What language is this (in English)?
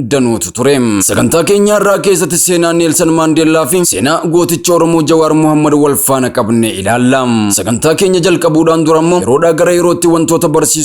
Oromo